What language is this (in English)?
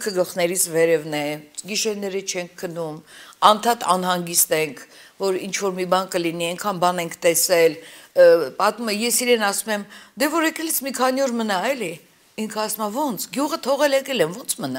Armenian